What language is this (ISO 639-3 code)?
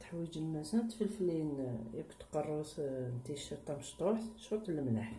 kab